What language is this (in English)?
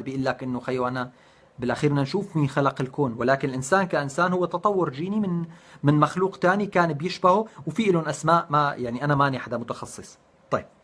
North Levantine Arabic